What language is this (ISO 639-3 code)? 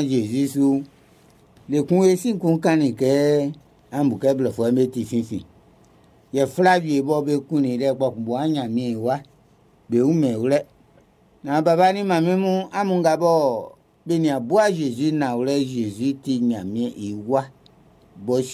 bci